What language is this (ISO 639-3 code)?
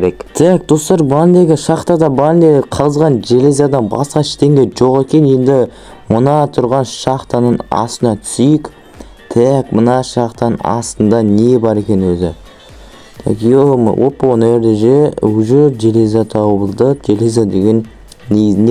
kaz